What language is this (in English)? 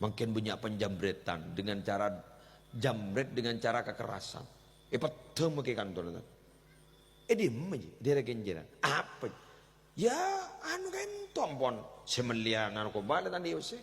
Madurese